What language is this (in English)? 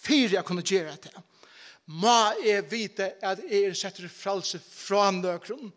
Faroese